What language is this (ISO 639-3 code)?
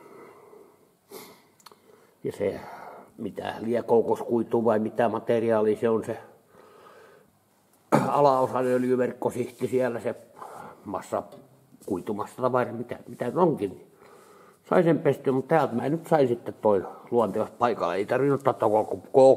fin